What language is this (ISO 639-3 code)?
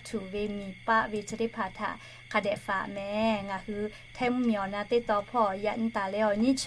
lhu